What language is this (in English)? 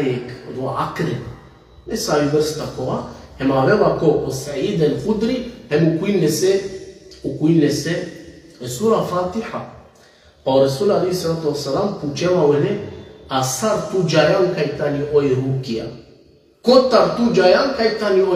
Balkan Romani